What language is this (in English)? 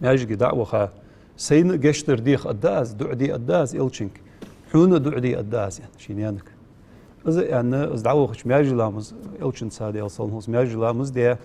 Ingush